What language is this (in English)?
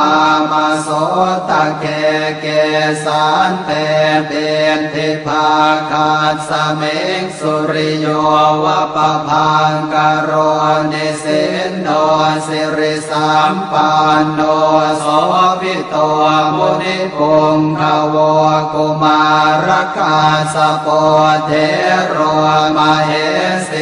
Pali